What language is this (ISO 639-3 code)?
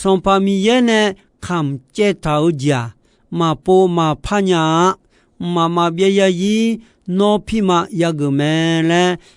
ahk